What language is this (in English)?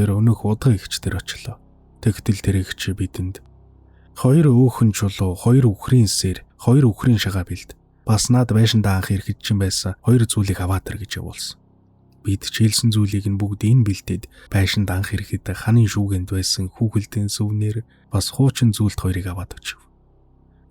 Mongolian